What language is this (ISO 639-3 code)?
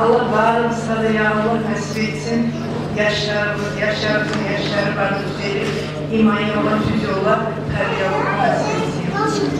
kum